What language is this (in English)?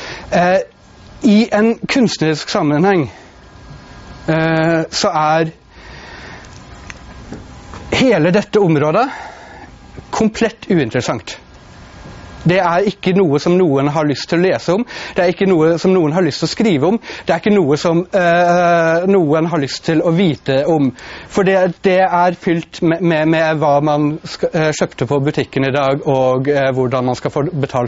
Norwegian